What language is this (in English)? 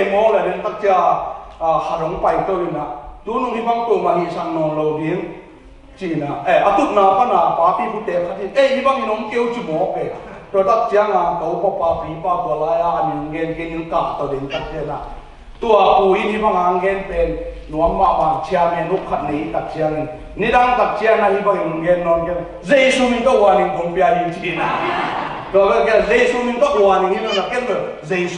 Tedim Chin